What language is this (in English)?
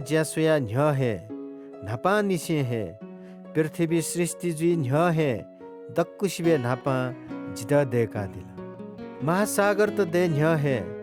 Newari